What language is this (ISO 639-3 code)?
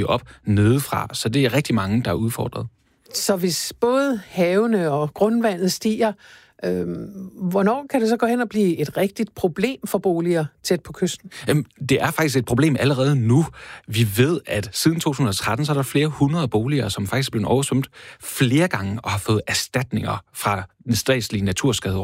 dan